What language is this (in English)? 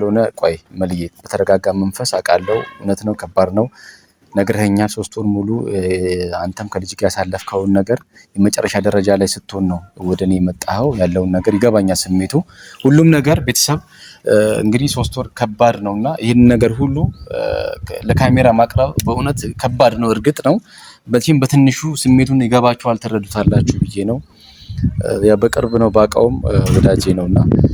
Amharic